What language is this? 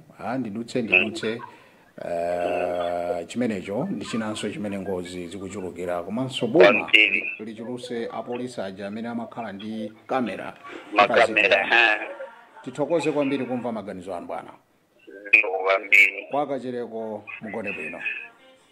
Nyanja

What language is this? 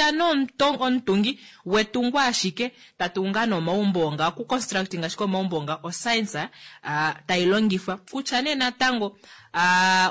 Kuanyama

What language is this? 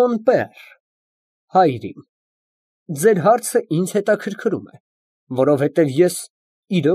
Armenian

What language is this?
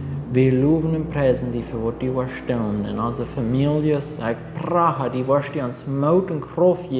Plautdietsch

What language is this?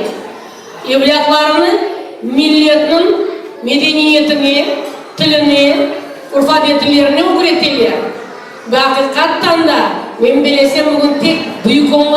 Crimean Tatar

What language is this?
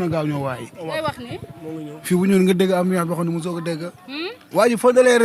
Wolof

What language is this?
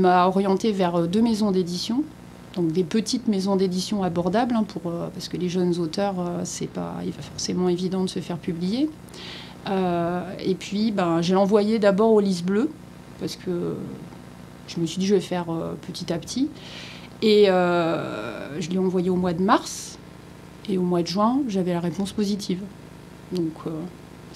French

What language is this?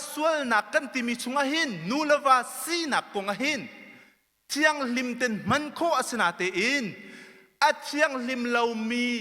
Hakha Chin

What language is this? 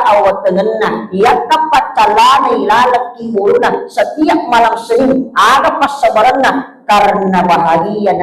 Buginese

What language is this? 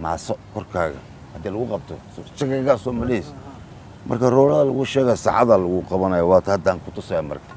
Somali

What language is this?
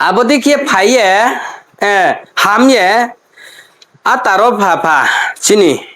Riang (India)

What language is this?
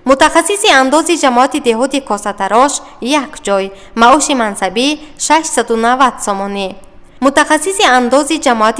Tajik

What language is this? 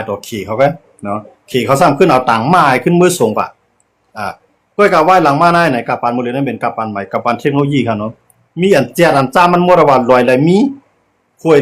Shan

